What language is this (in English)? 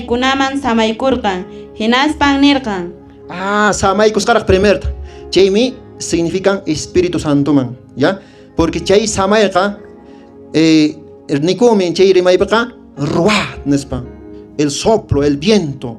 Quechua